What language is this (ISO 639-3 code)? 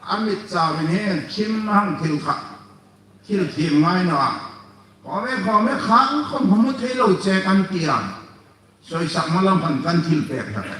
hmr